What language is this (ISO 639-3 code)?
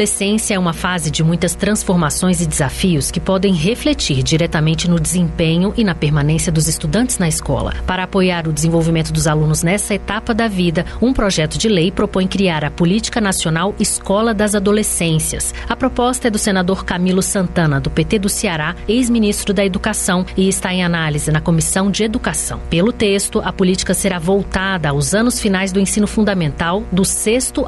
por